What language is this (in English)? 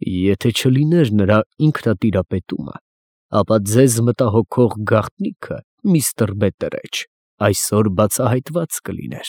Armenian